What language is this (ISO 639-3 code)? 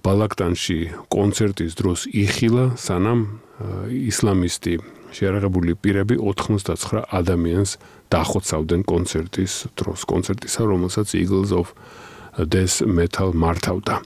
kat